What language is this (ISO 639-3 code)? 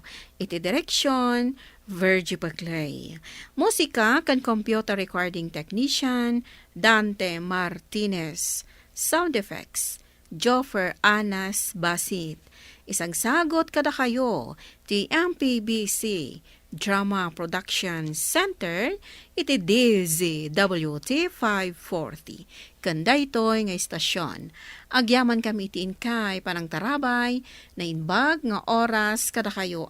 ilo